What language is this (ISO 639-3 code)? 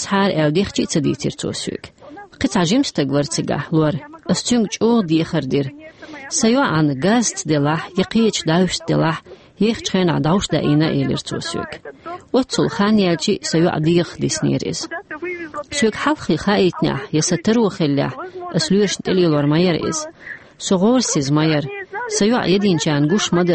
che